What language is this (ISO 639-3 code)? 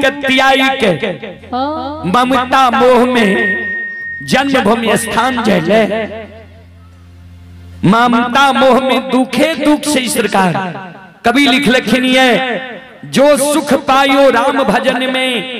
bho